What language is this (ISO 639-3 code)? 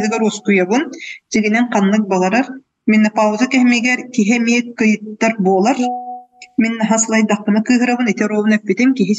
sah